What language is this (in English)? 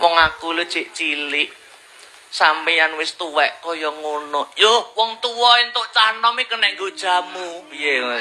Javanese